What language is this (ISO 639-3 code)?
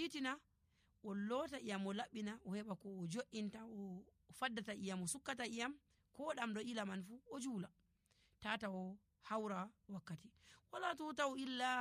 fuv